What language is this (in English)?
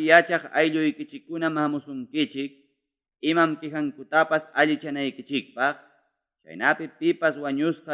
Ayacucho Quechua